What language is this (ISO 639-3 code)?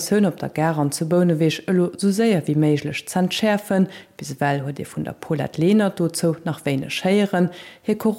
ltz